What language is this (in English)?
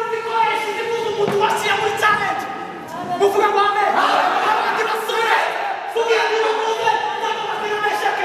Kinyarwanda